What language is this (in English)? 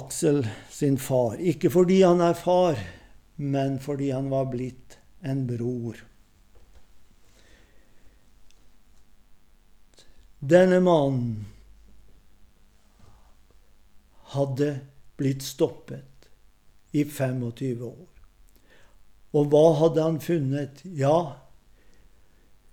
Norwegian